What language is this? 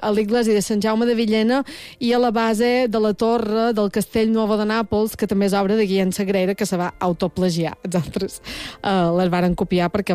Catalan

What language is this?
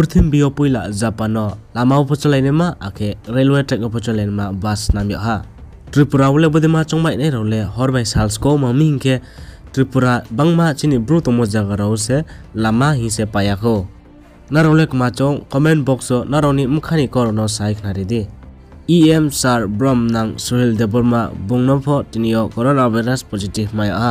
Riang (India)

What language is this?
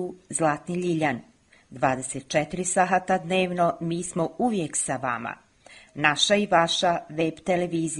Bosnian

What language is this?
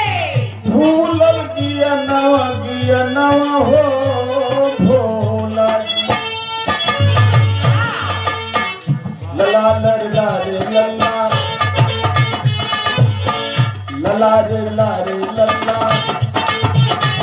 Bhojpuri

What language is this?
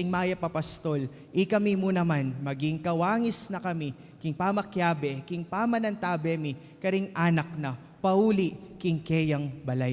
Pampanga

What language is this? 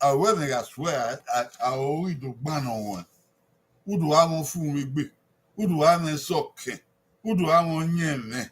Bini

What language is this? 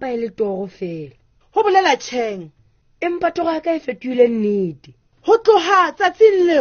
Southern Sotho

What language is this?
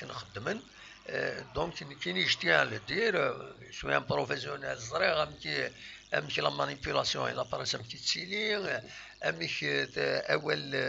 Kabyle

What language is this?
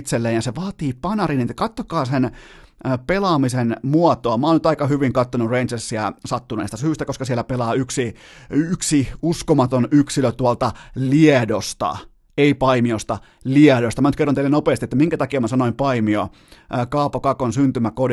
Finnish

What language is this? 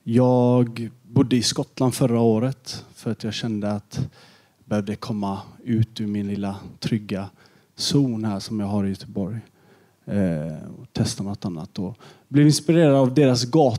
Swedish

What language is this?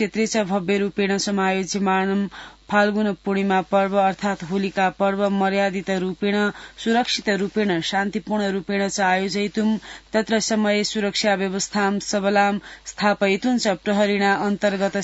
Sanskrit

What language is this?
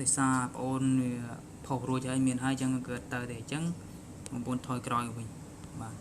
Khmer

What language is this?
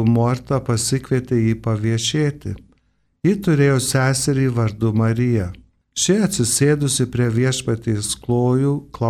Lithuanian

